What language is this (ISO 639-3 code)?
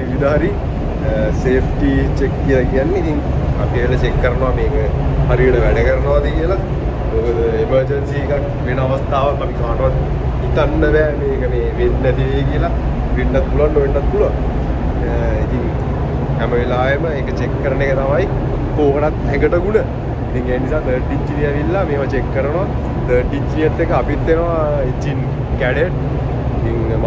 sin